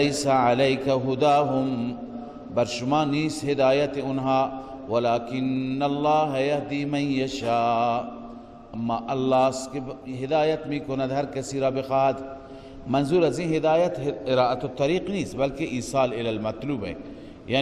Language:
Persian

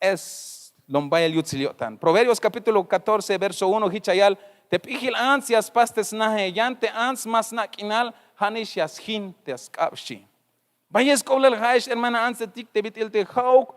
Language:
Tzeltal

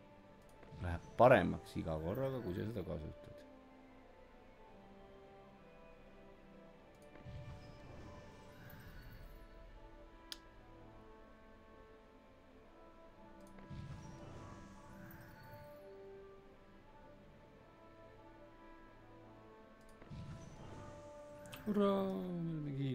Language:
Estonian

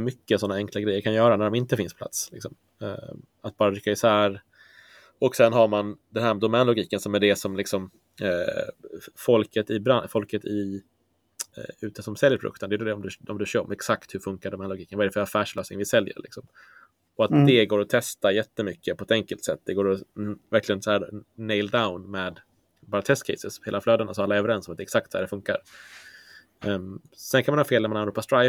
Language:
Swedish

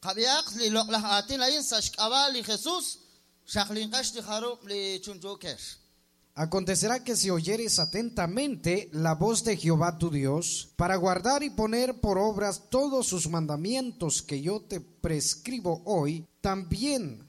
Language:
Kekchí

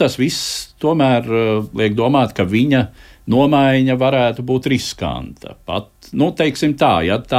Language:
Latvian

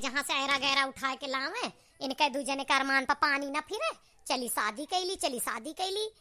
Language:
Awadhi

